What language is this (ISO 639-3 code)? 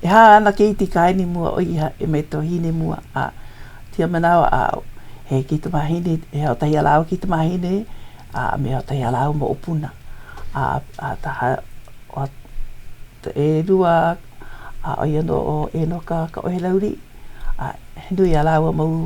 haw